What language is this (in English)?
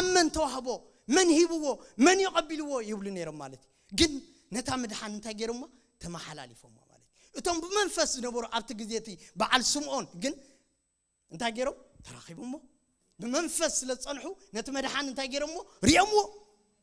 Tigrinya